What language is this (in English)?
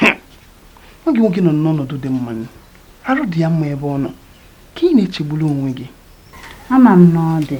Igbo